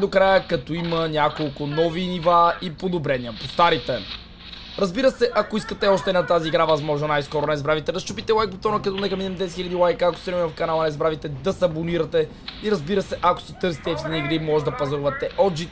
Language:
Bulgarian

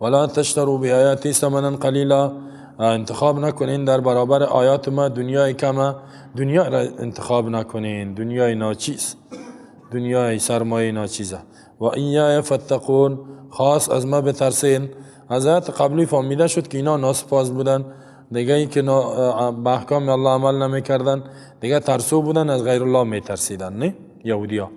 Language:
Persian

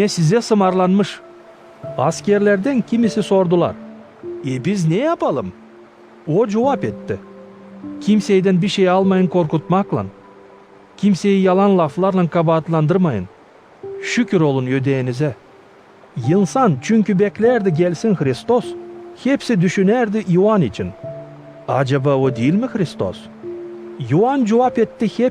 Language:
Gagauz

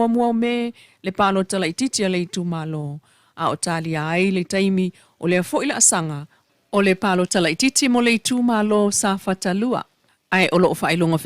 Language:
Samoan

